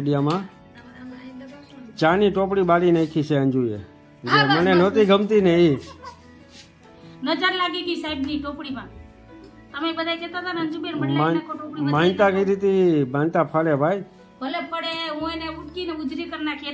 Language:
Gujarati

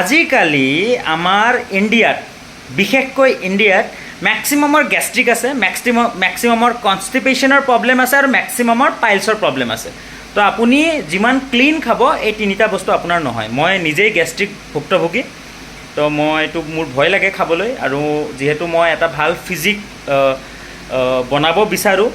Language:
Assamese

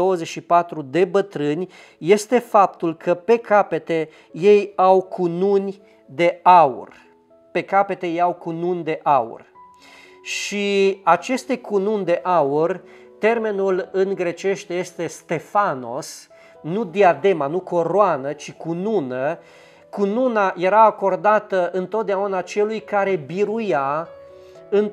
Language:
Romanian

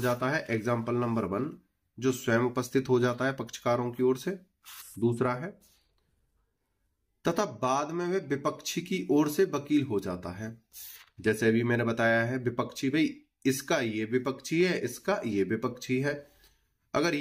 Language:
Hindi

